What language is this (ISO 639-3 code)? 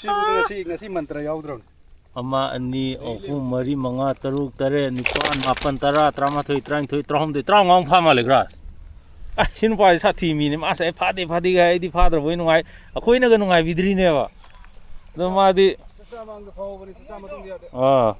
mni